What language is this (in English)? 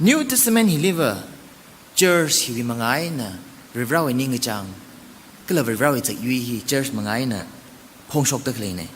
Tangkhul Naga (India)